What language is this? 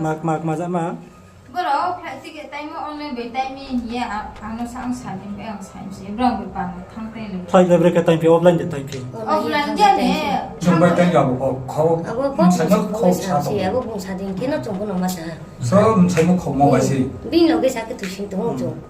Riang (India)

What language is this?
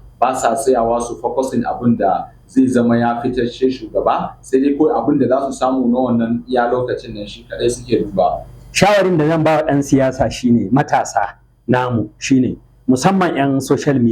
Hausa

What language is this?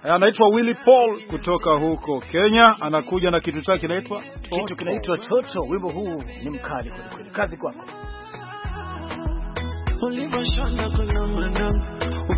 Swahili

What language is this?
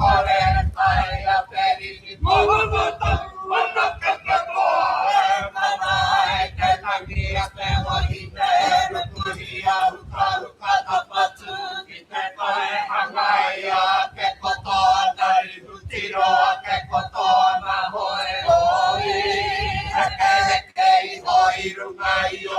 Māori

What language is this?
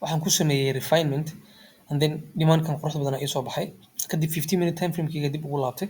Somali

